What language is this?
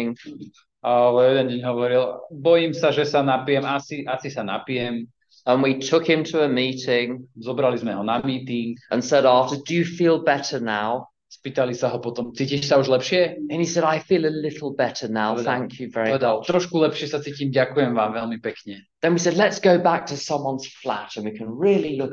Slovak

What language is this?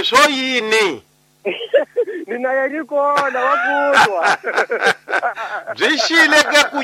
Tsonga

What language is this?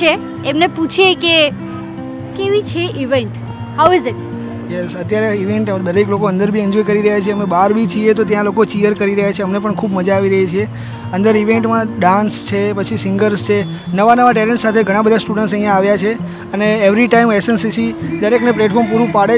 Gujarati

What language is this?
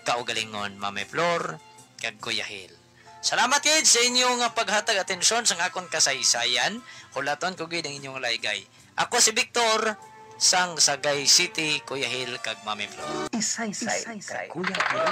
Hiligaynon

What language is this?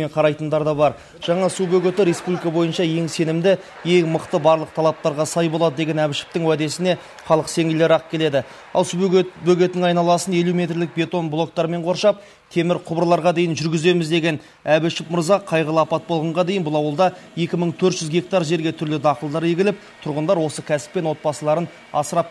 Kazakh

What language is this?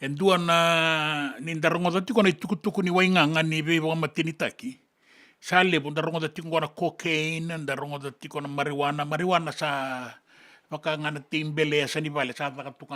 Fijian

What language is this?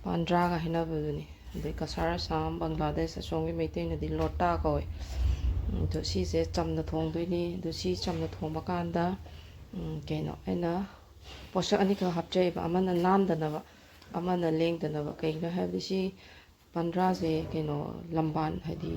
Manipuri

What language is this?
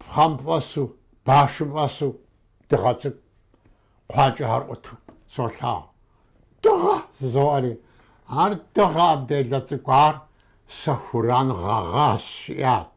Kabardian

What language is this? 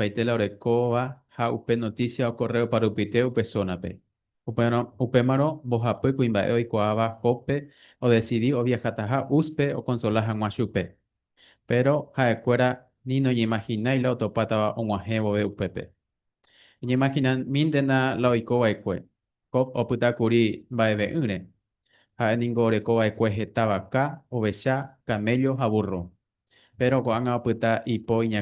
Guarani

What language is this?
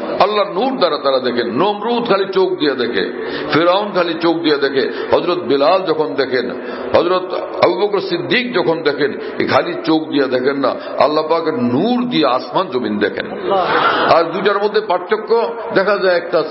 Bangla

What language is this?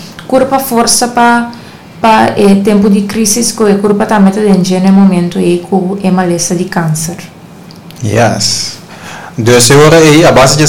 Papiamento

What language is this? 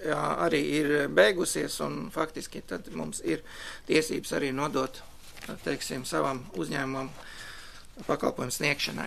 Latvian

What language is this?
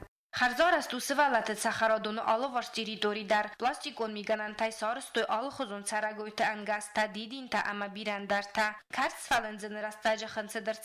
Ossetic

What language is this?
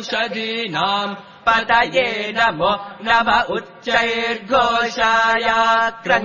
Sanskrit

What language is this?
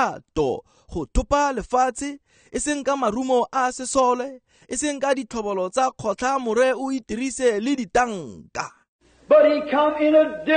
Tswana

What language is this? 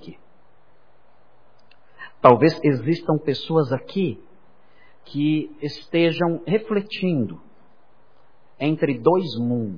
Portuguese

